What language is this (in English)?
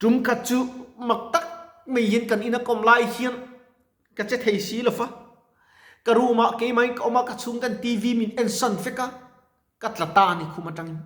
Mizo